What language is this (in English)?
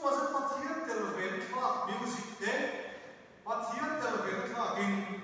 Mizo